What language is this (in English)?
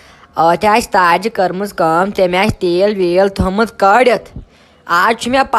Kashmiri